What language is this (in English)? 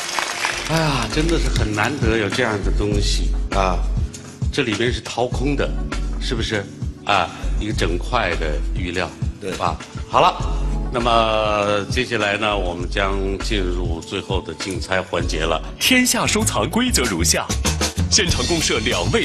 Chinese